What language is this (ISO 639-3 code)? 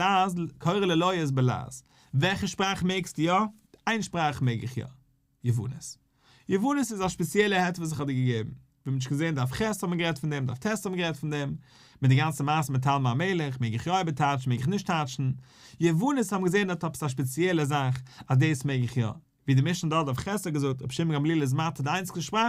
yid